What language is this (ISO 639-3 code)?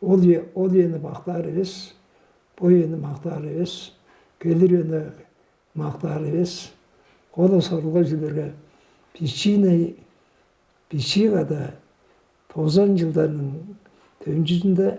tyv